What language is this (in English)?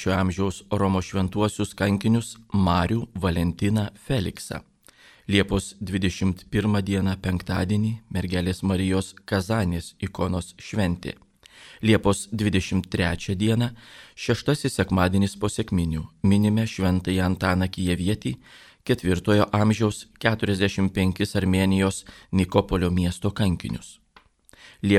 Lithuanian